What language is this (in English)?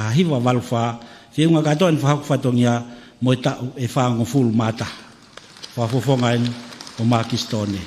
Tongan